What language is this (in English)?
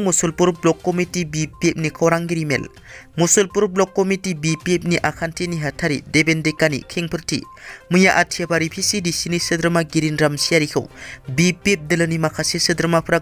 Bodo